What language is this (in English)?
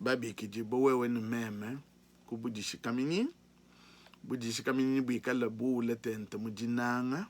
Luba-Lulua